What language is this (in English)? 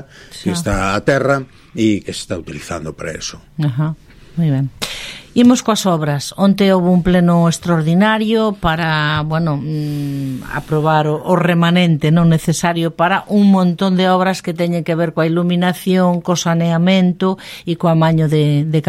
Galician